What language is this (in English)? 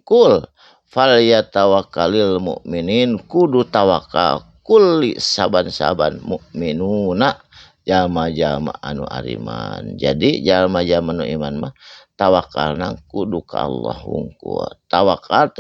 Sundanese